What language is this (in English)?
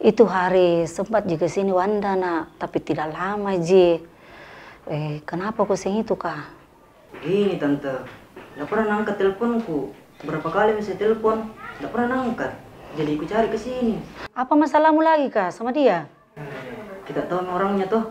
Makassar Malay